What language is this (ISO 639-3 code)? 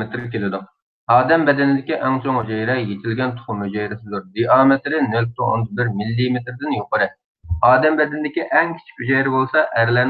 uig